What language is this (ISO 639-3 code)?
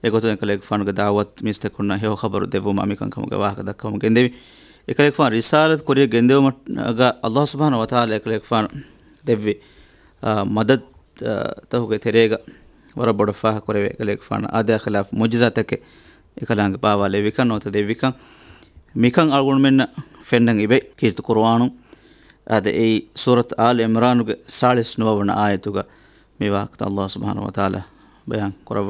div